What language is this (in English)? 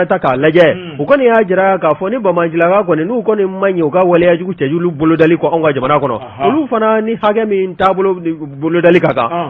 Bambara